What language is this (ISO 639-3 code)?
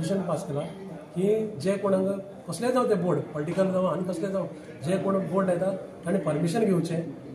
kok